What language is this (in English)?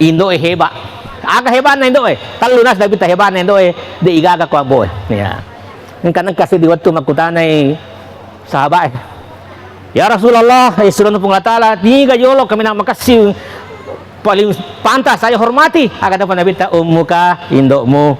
Buginese